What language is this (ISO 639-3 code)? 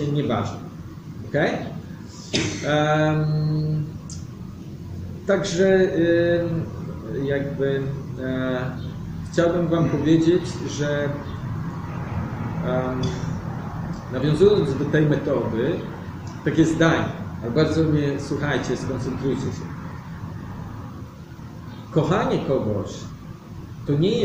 pol